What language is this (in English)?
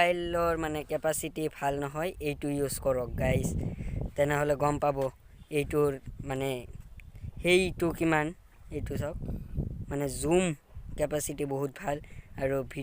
Assamese